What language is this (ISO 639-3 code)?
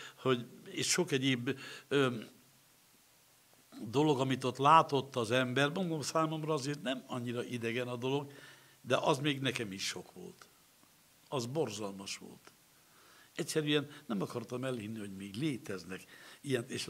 hun